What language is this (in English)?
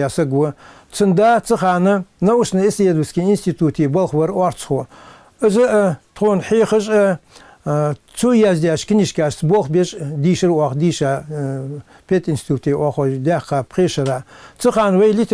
Ingush